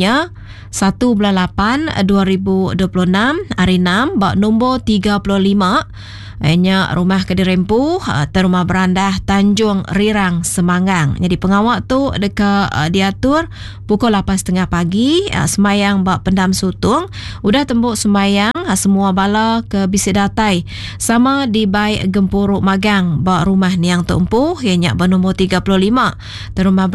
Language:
Iban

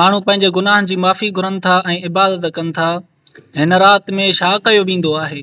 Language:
Sindhi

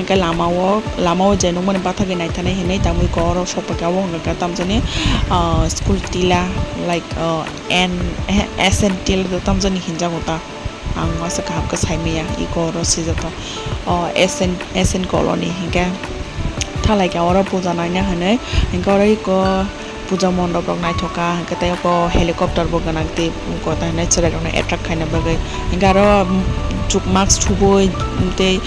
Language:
Kok Borok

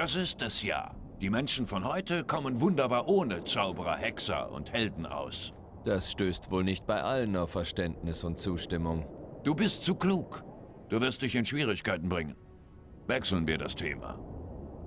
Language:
German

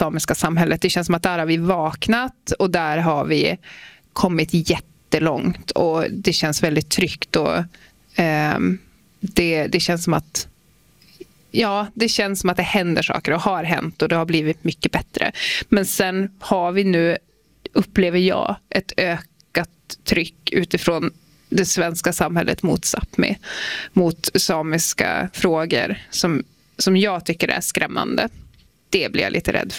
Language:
Swedish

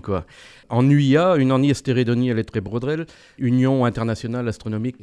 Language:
Breton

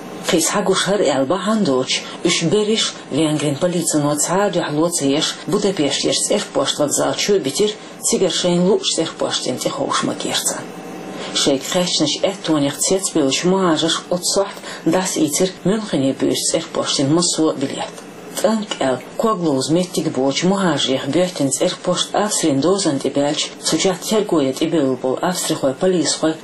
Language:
Chechen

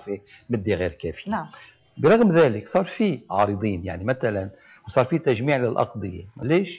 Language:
North Levantine Arabic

